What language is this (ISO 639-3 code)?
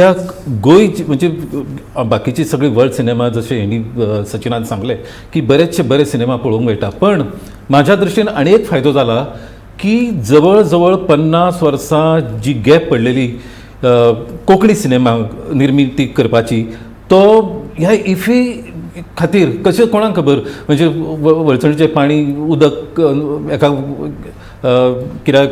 kok